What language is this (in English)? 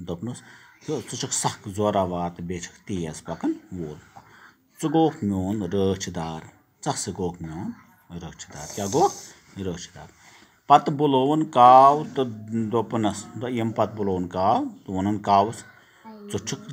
Kashmiri